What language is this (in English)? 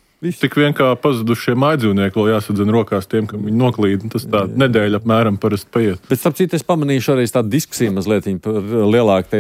Latvian